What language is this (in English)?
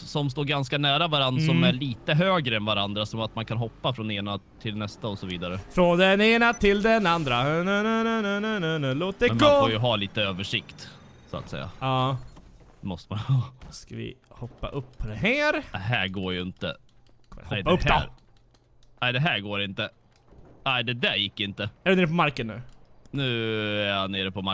Swedish